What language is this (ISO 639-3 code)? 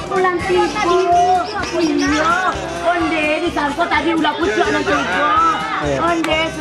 min